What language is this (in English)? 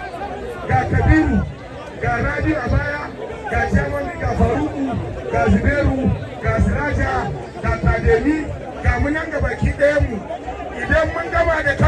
Hausa